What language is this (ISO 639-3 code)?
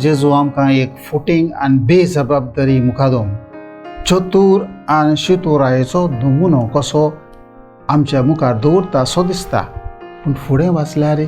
kok